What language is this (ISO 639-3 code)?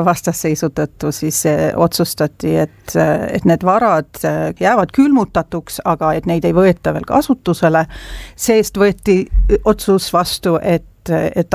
est